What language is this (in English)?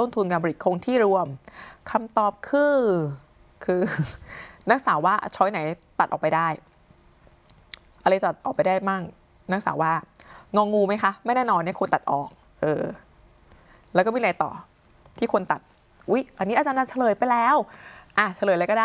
Thai